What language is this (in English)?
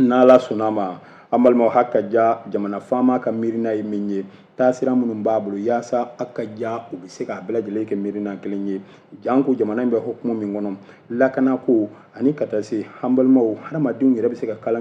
Bambara